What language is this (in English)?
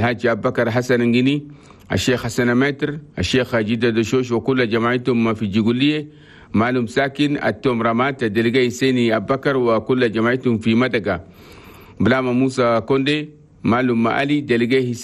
Chadian Arabic